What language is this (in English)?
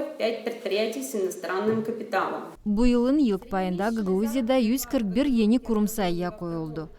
Gagauz